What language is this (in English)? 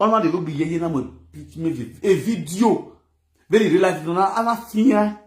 Nigerian Pidgin